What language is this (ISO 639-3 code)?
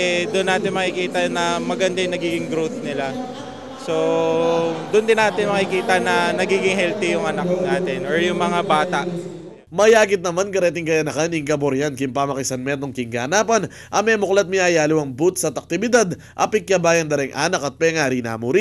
pam